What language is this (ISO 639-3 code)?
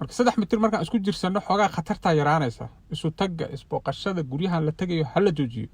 som